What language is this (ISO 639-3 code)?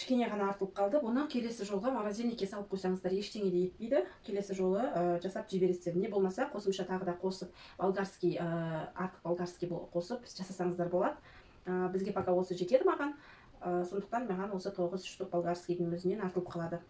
kaz